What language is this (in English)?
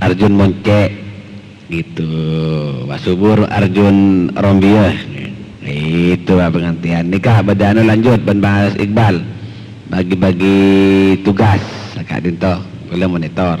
Madurese